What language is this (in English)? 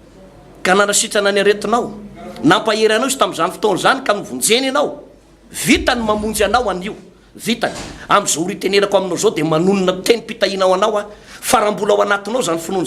Malagasy